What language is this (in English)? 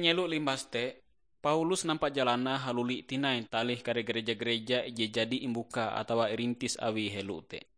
Ngaju